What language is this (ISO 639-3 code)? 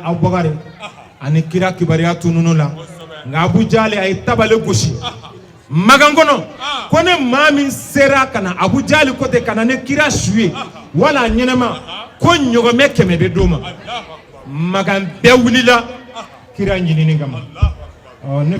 bam